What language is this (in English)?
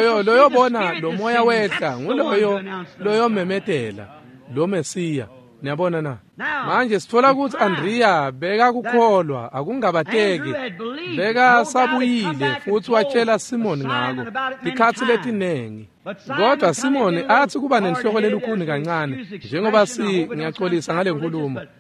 Swati